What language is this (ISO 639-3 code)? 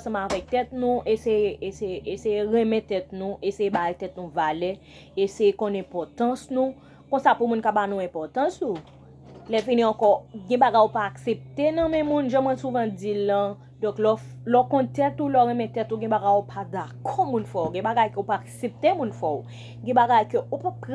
hat